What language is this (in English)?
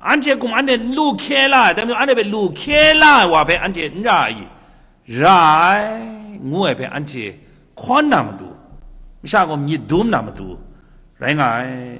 Kachin